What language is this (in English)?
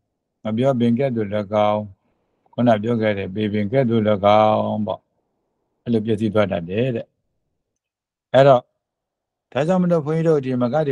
Burmese